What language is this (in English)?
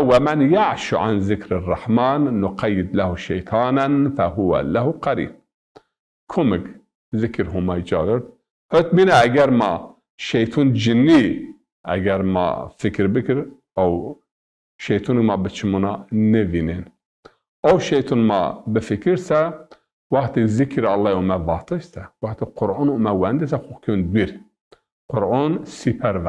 Zaza